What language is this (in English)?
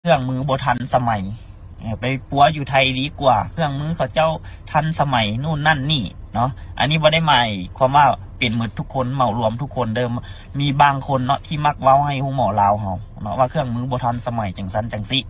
Lao